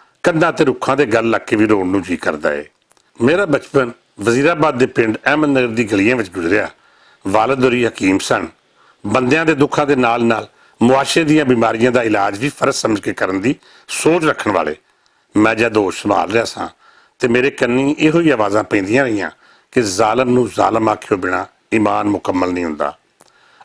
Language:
Western Panjabi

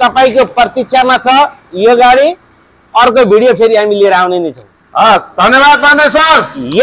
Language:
Nepali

